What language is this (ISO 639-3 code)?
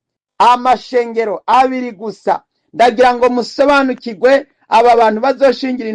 run